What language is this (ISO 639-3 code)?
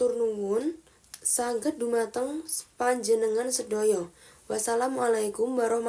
jav